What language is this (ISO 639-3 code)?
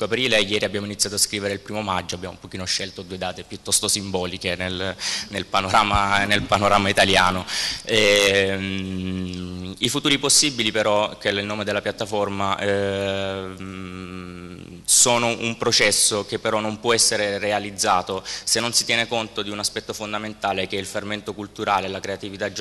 ita